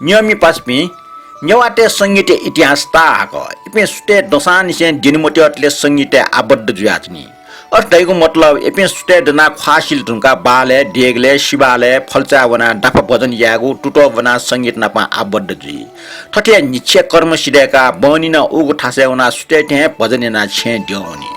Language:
Newari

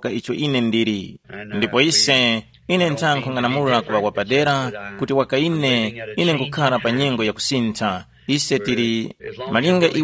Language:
Tumbuka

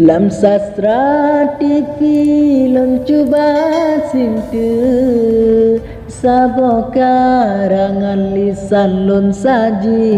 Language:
Achinese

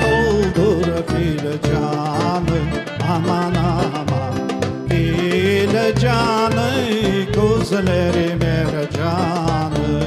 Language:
Crimean Tatar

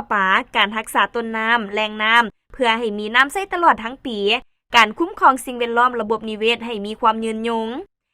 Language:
Lao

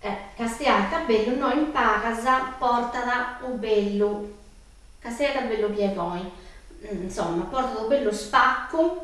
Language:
Sardinian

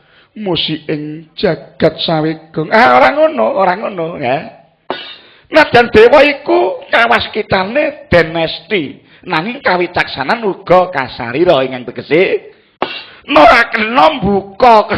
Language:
Javanese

